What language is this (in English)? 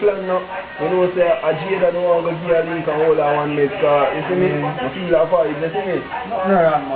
Jamaican Creole English